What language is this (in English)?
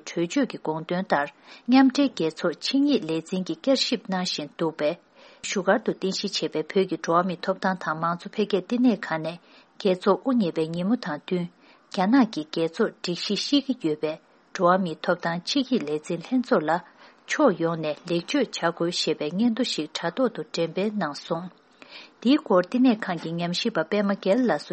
Tibetan